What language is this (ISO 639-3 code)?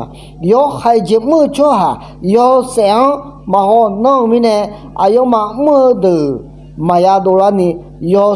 ahk